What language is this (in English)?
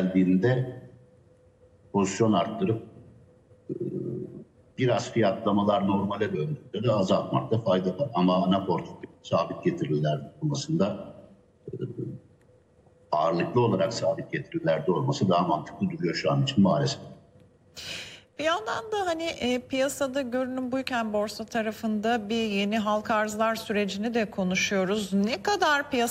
Turkish